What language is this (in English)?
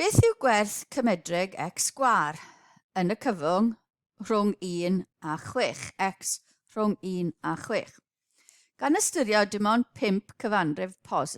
Welsh